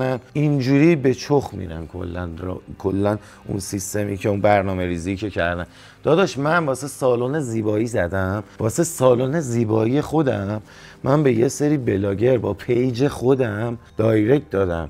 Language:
Persian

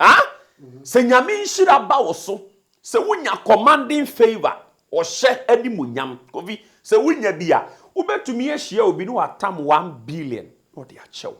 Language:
Akan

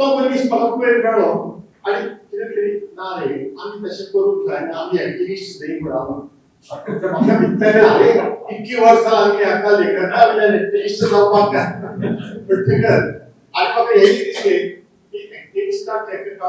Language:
Konkani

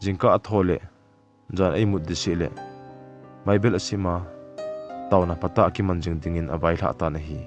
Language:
Thado Chin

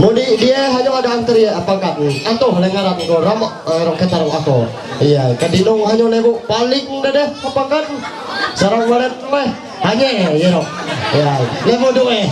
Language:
Ma'anyan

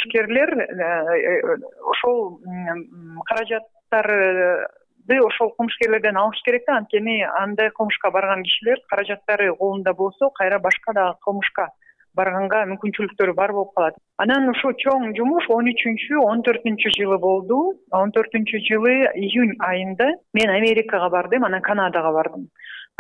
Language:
Kyrgyz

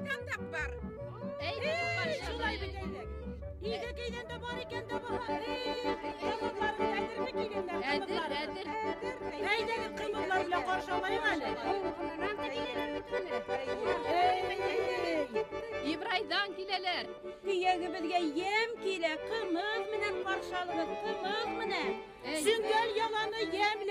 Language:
Bashkir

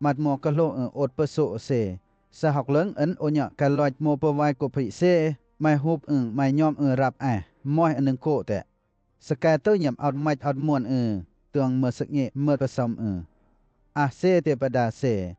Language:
Western Lawa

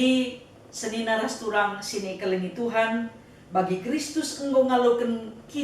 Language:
Batak Karo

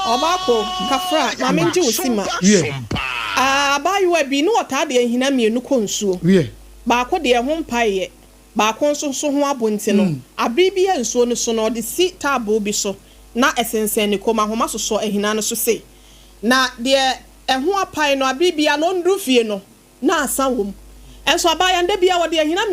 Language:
Akan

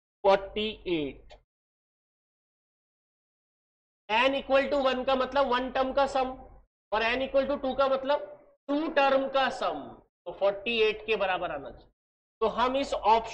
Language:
Hindi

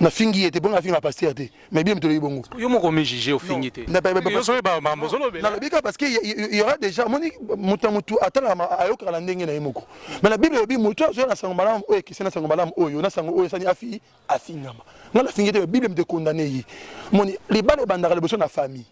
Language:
Lingala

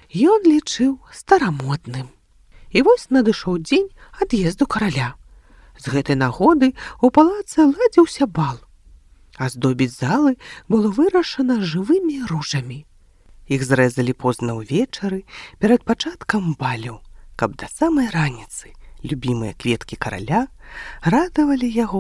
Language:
Belarusian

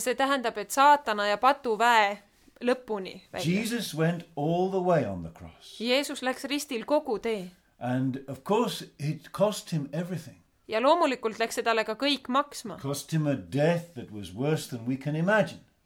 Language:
Estonian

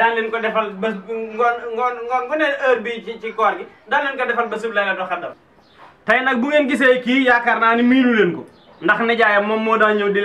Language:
Wolof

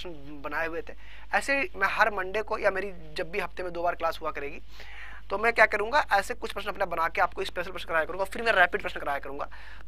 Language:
Hindi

